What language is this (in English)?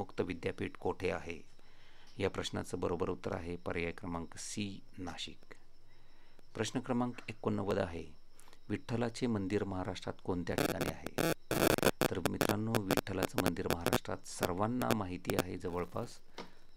Marathi